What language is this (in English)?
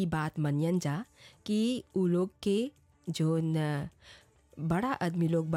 Bhojpuri